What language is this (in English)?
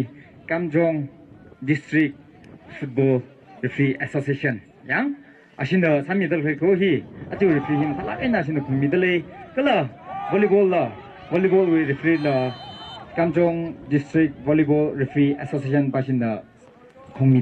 Tangkhul Naga (India)